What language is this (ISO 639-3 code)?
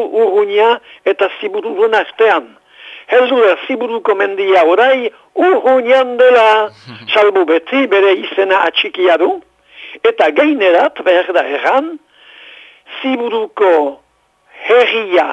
eus